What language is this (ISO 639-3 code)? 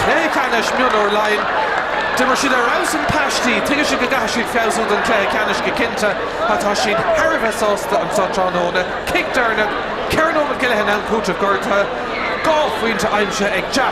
gle